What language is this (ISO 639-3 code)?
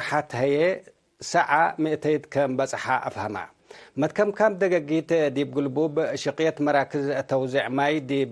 tig